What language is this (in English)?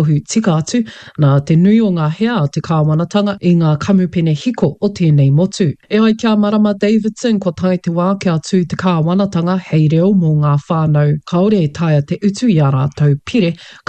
Māori